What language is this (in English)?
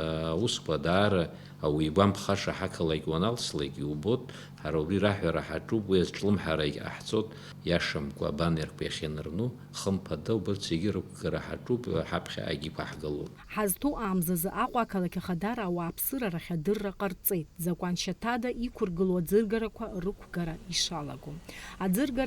Abkhazian